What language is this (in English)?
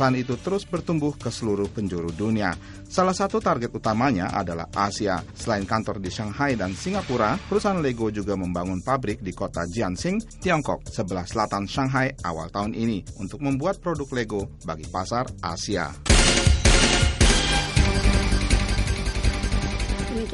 Indonesian